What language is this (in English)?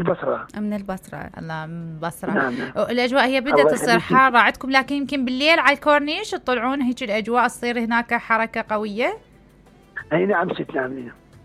Mesopotamian Arabic